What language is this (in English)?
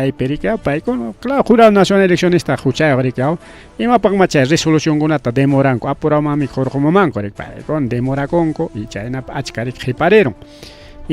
Ayacucho Quechua